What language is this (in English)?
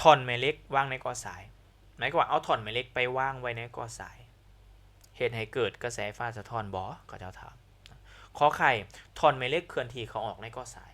Lao